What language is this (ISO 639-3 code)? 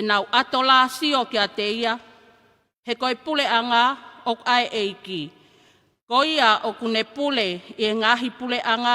ton